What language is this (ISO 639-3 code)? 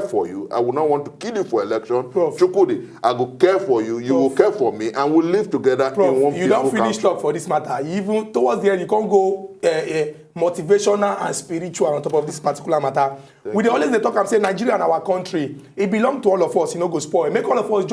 pcm